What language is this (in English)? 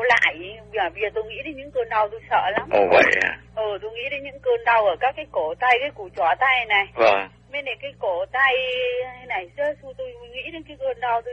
Vietnamese